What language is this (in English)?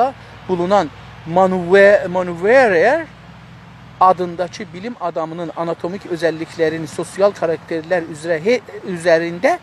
South Azerbaijani